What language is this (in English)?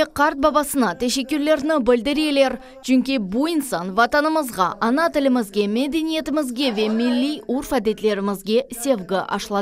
Crimean Tatar